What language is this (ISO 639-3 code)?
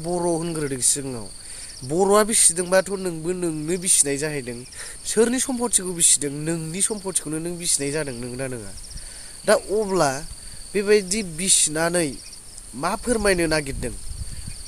brx